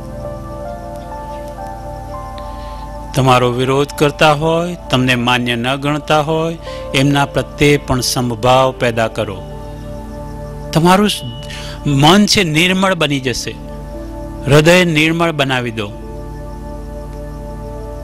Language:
Gujarati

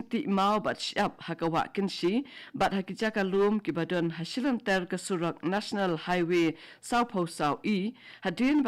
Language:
Khasi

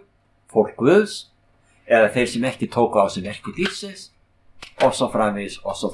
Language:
Icelandic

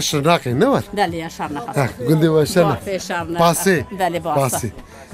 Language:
Kurdish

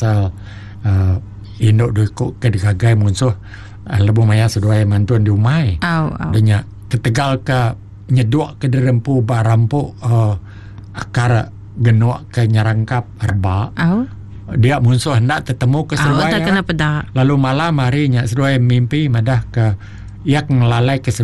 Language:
Iban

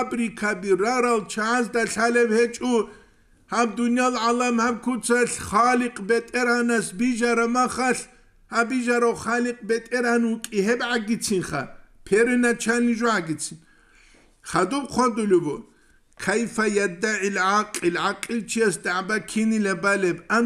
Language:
Avaric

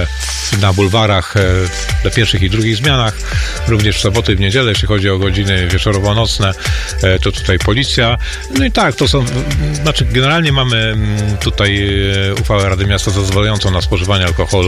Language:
Polish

